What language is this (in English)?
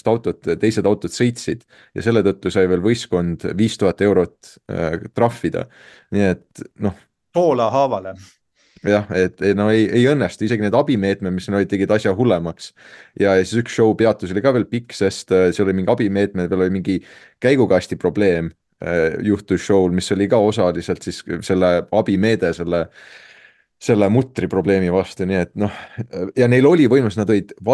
Estonian